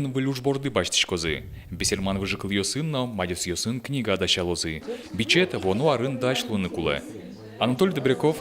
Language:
Udmurt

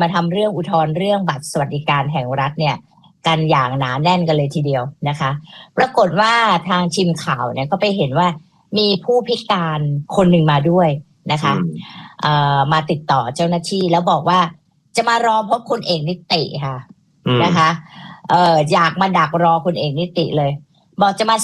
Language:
Thai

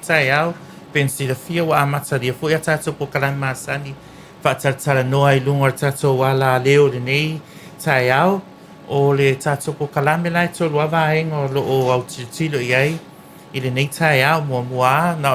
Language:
Samoan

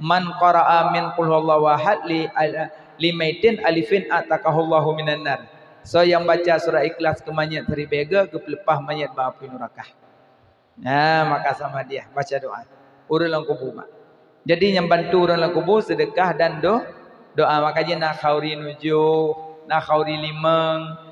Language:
Achinese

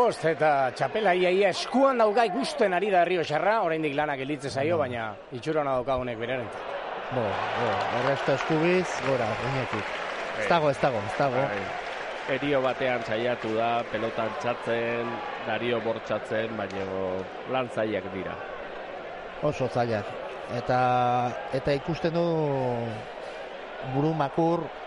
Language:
Basque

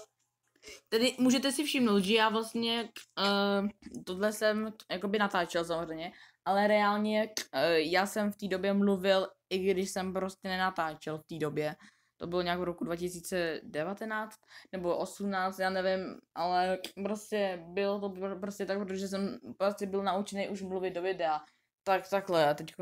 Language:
Czech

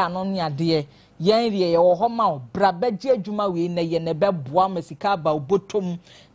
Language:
Akan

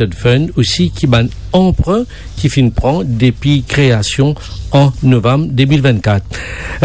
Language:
Morisyen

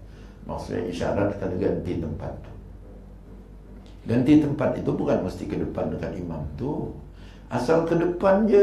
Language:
Malay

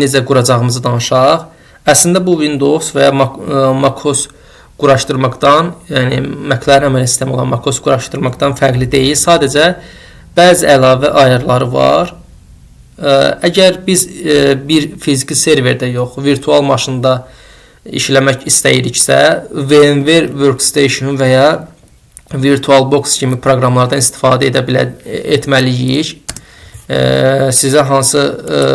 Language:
Azerbaijani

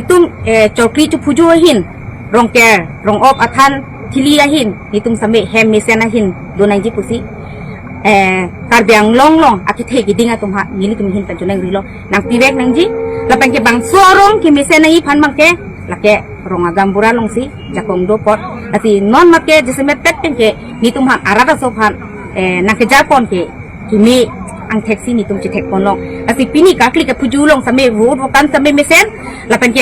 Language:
Karbi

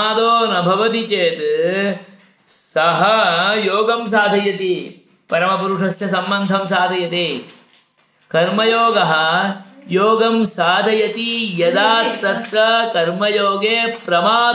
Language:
Sanskrit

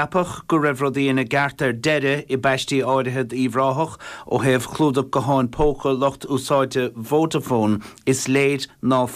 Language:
Irish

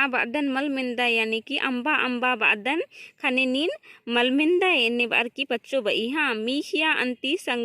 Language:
Kurukh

